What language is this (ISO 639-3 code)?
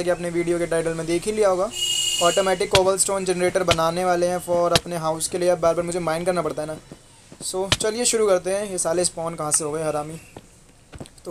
hin